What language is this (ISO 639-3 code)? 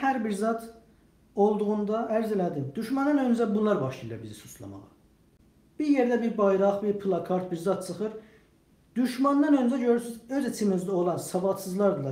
azb